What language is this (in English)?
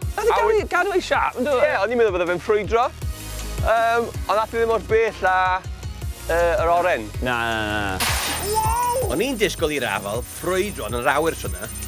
Welsh